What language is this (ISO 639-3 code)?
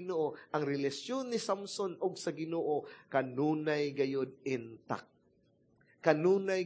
ceb